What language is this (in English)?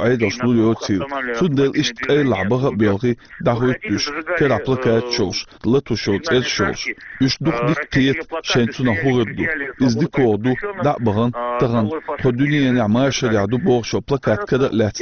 Chechen